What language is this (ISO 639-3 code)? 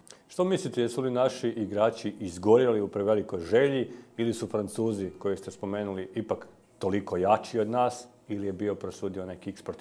hrv